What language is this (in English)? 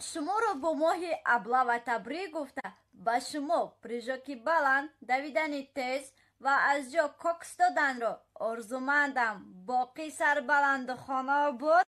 Tajik